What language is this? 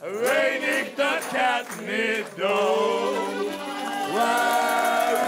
Limburgish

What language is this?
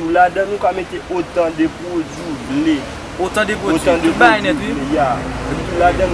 Haitian Creole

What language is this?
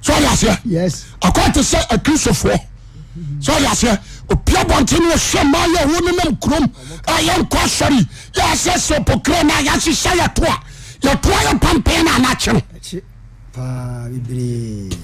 Akan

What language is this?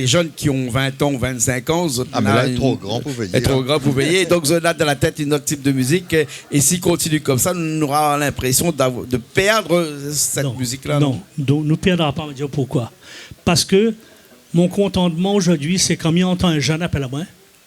Réunion Creole French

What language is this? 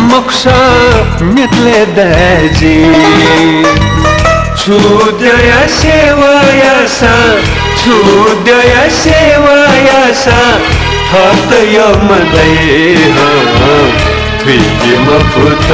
Newari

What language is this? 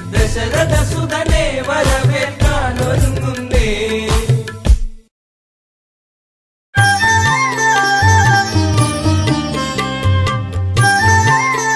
Malayalam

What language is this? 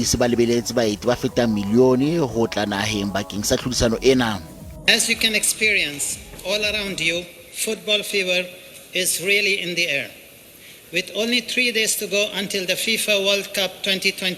Southern Sotho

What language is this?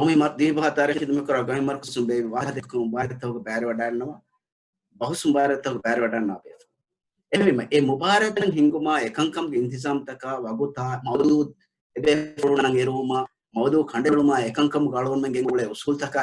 Divehi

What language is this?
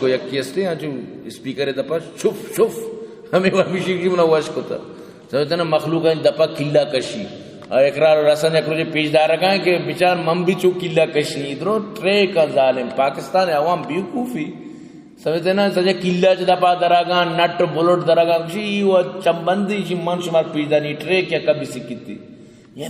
Baluchi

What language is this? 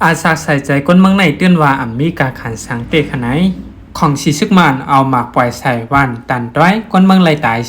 Shan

